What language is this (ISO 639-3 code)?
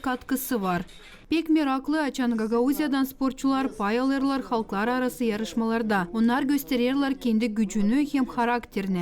gag